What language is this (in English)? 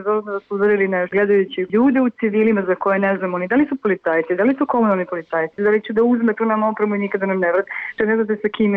Serbian